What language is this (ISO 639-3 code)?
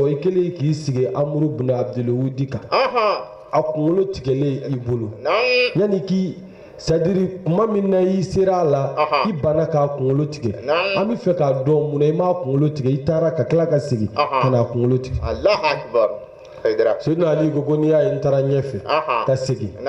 bam